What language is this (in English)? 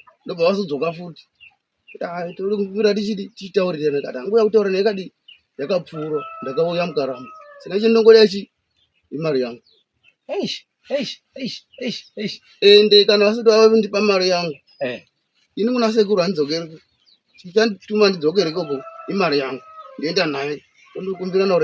Shona